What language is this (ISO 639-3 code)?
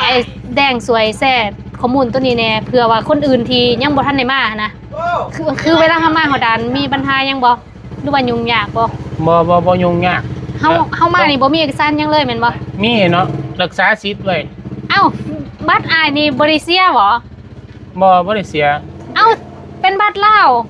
lao